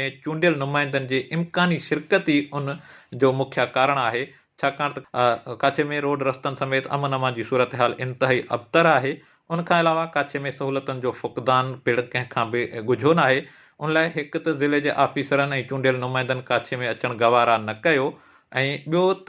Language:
Sindhi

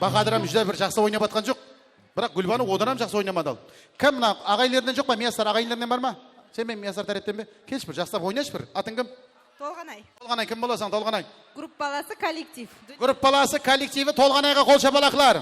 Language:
Kara-Kalpak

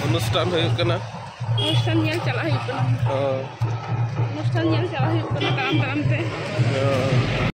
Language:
Santali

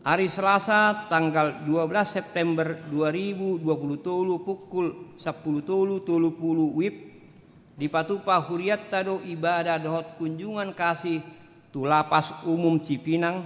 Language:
Batak Toba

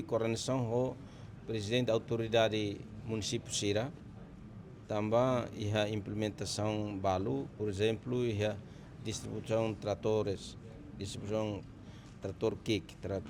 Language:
Tetum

